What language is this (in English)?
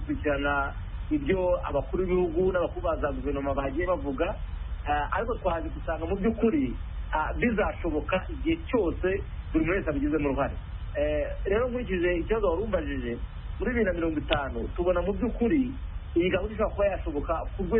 Kinyarwanda